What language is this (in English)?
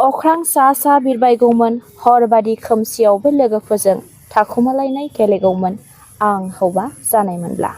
Bodo